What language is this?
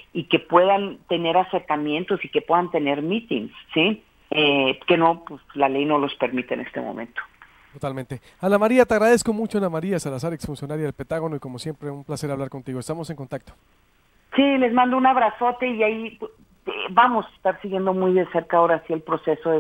Spanish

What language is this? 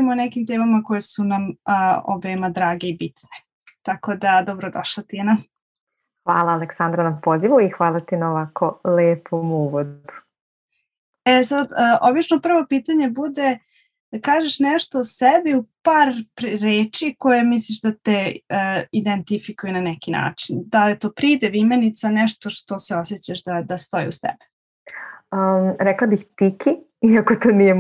Serbian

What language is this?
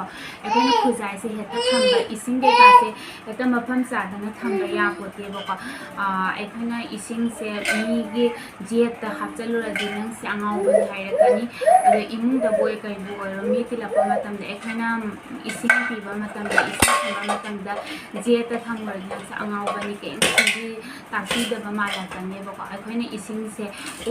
Manipuri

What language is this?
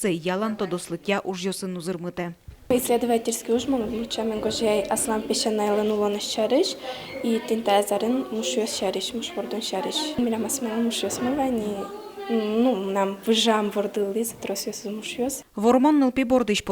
Udmurt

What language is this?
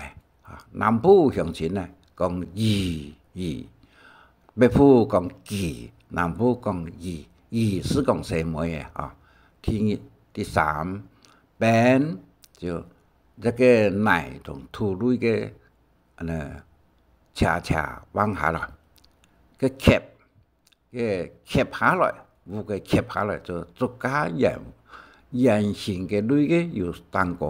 Hakka Chinese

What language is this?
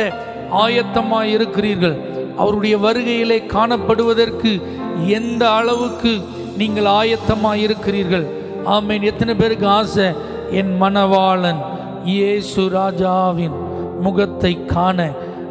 Tamil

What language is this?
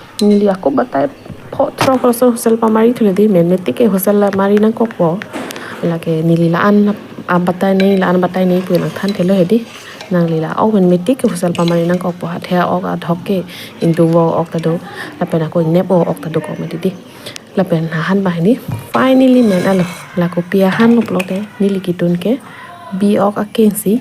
Karbi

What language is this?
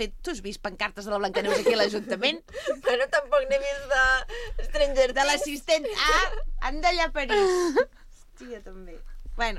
Catalan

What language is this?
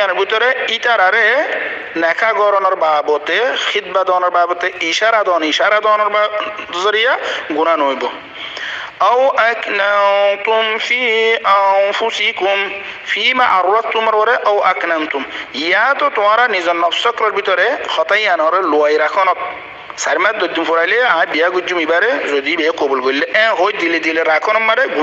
Rohingya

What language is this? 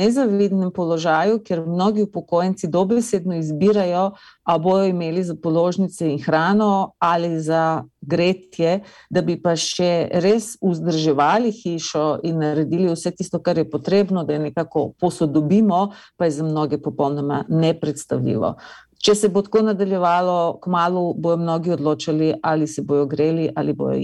Slovenian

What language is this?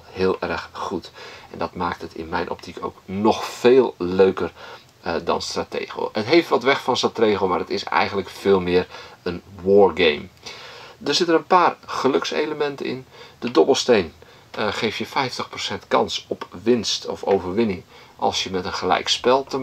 Dutch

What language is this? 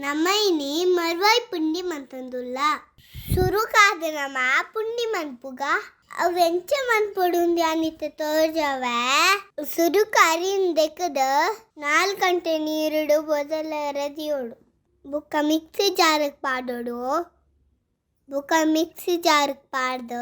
Tulu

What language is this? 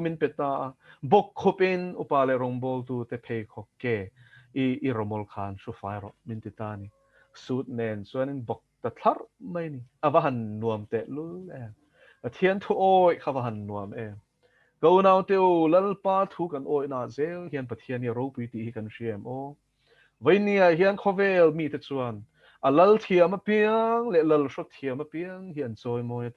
Mizo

